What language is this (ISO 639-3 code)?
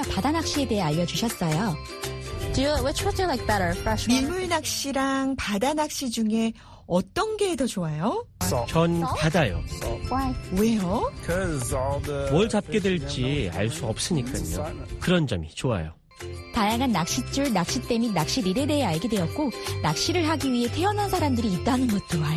kor